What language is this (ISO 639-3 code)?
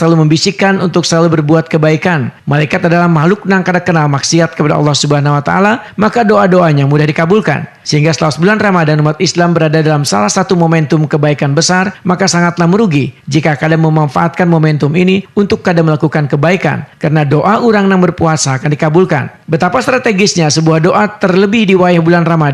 bjn